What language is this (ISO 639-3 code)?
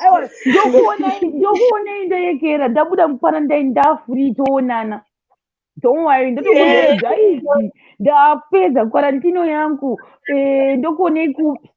sna